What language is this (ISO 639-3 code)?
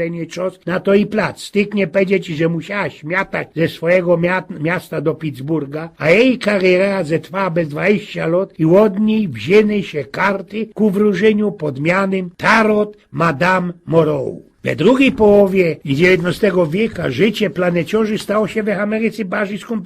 szl